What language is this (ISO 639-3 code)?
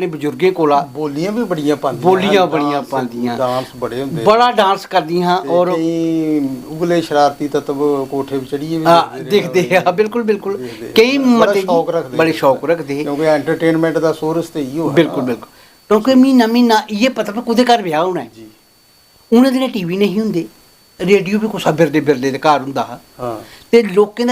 doi